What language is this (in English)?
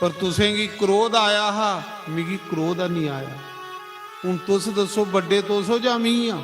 Dogri